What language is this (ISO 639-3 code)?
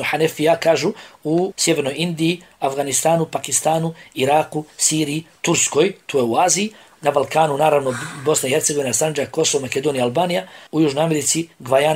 bos